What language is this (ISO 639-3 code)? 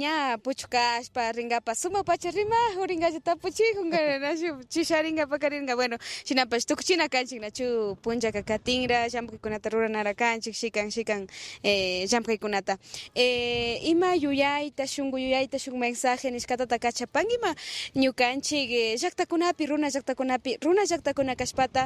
qvi